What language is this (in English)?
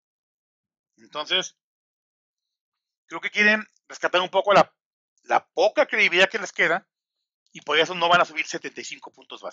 Spanish